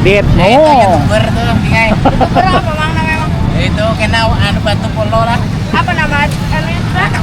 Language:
Banjar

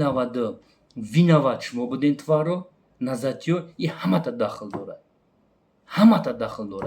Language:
Tajik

